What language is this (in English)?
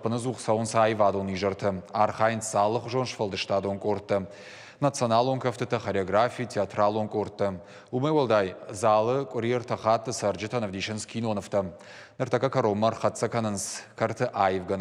Ossetic